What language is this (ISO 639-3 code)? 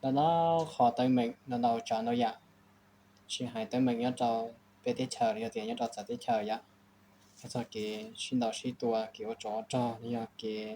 hmn